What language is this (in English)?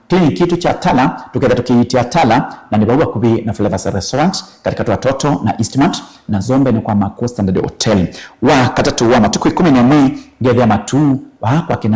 Kamba